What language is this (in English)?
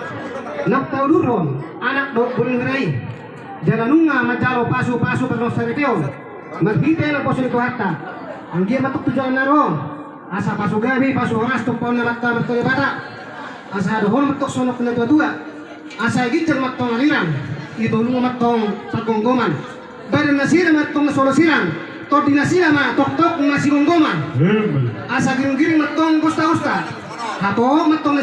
Batak Toba